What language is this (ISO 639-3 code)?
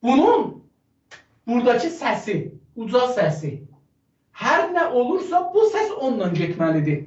azb